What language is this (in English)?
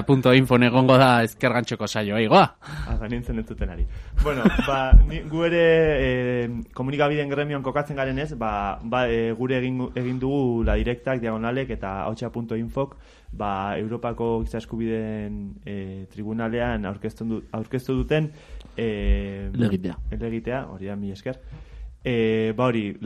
Basque